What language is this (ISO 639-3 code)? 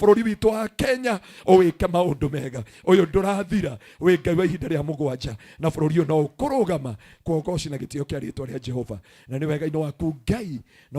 kik